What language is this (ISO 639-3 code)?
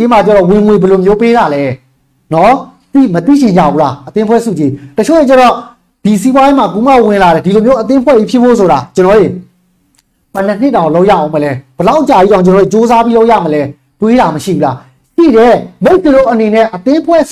mya